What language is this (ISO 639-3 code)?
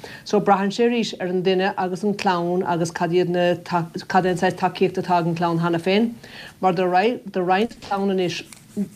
gle